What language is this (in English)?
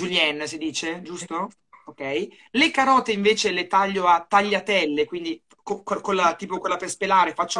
Italian